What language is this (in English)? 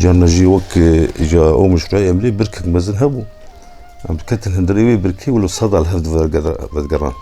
Kurdish